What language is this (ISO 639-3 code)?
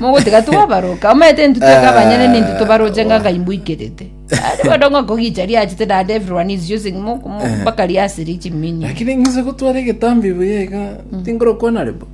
guz